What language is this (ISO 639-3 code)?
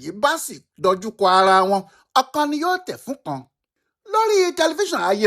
yor